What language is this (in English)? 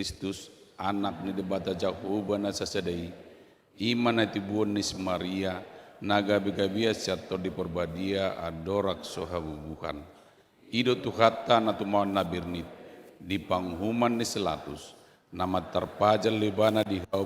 Batak Toba